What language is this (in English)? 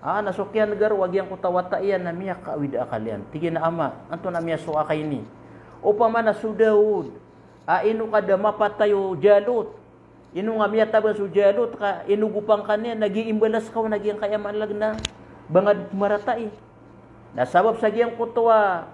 Maranao